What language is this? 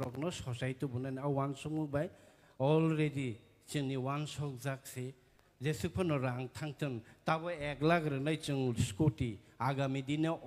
Kok Borok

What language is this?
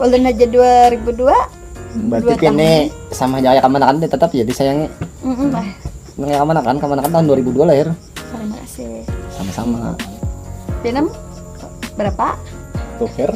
Banjar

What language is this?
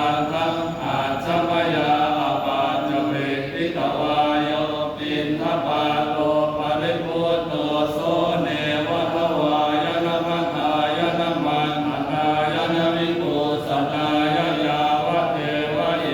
Pali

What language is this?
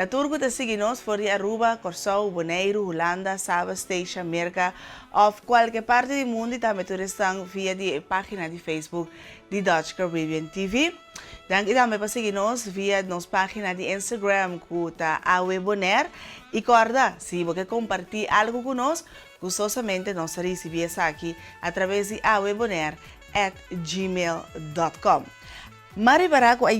Papiamento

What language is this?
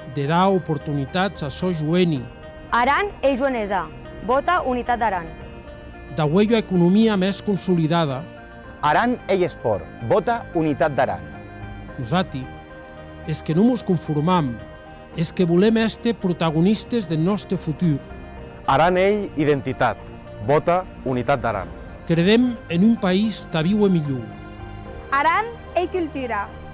Occitan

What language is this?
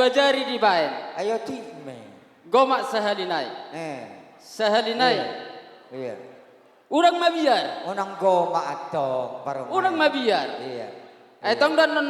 Batak Toba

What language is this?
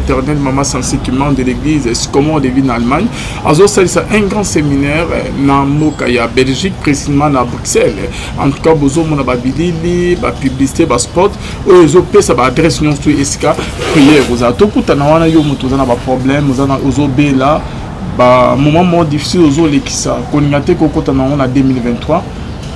Lingala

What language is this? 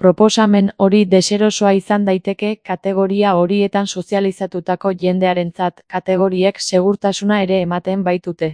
Basque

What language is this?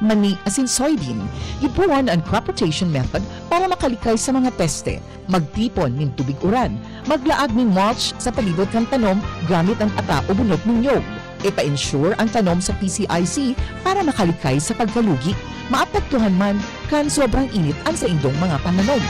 Bikol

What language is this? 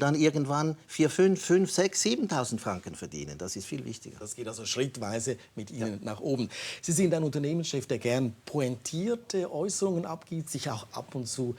Swiss German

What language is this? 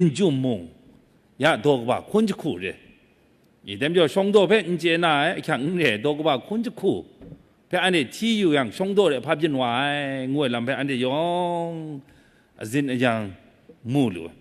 Kachin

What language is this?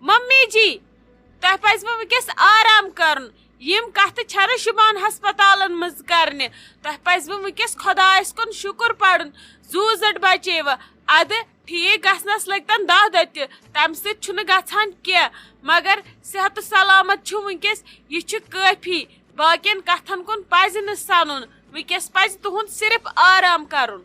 Kashmiri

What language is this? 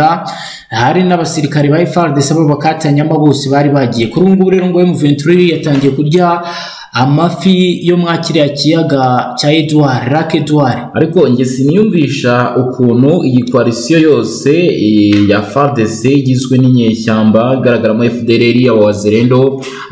Kinyarwanda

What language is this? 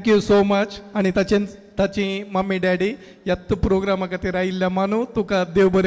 Konkani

